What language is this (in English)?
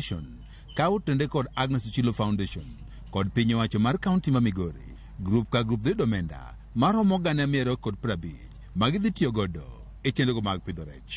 Luo (Kenya and Tanzania)